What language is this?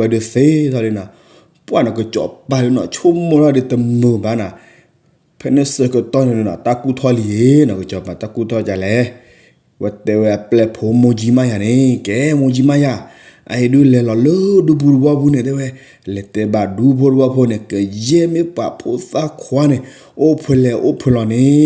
S'gaw Karen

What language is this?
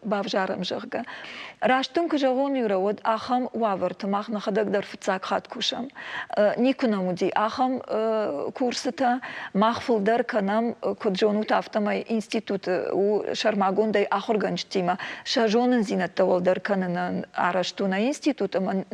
Ossetic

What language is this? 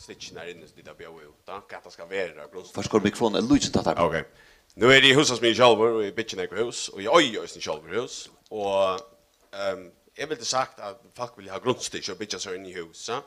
Faroese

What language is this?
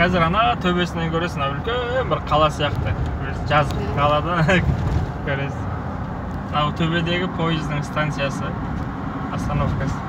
Kazakh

